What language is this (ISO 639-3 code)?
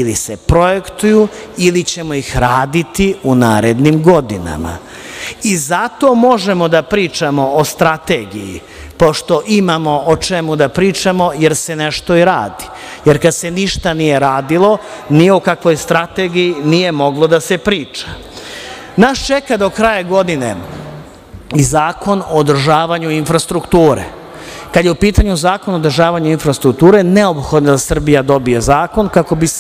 srp